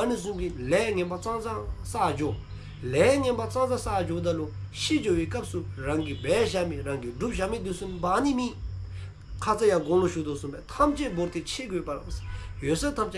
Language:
Dzongkha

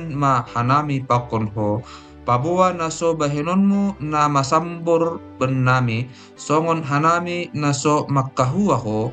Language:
Batak Simalungun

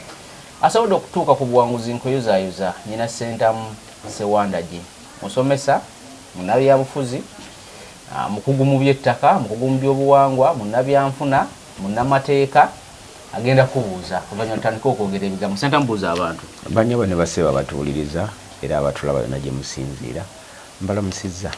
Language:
Ganda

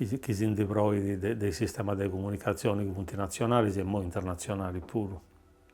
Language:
Sardinian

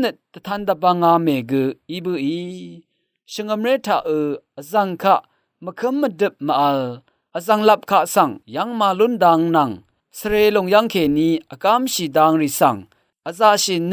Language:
Rawang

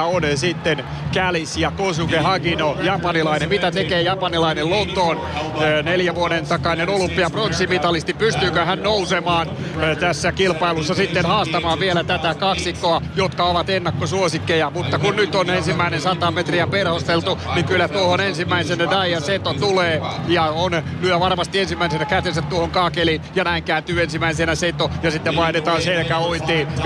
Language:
Finnish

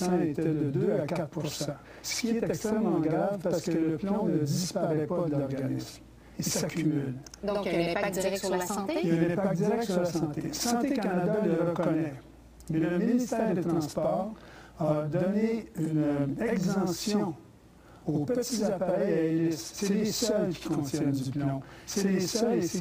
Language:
French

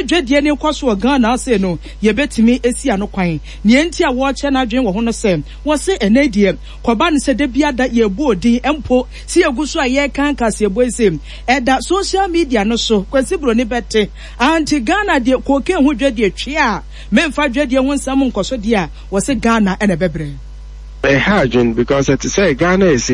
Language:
Akan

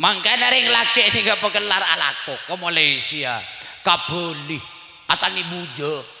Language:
Madurese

